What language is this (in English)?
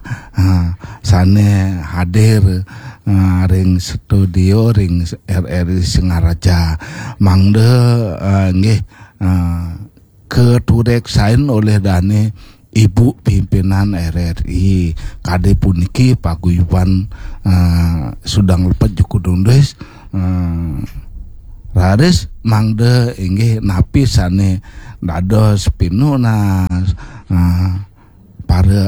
Balinese